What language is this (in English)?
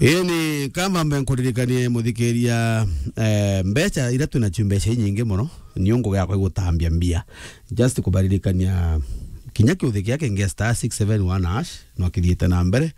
Meru